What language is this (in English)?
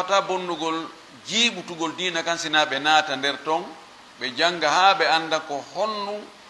Fula